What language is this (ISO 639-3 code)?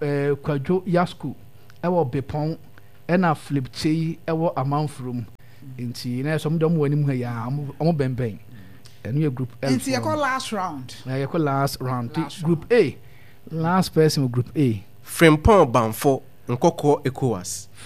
aka